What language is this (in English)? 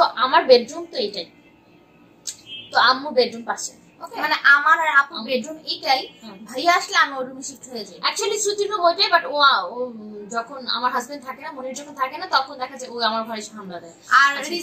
Bangla